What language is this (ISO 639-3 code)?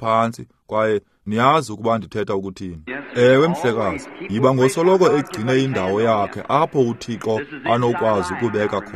xho